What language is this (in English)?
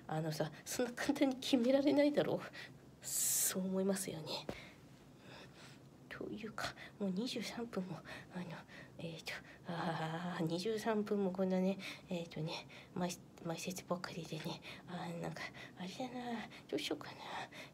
Japanese